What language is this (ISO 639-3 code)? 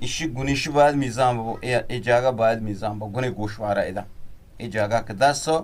bgp